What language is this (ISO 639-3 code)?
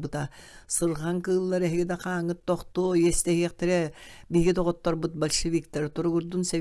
sah